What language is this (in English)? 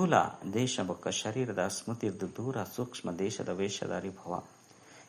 Tulu